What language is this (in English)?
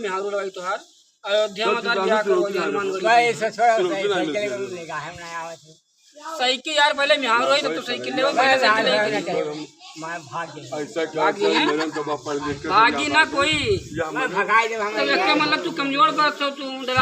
Awadhi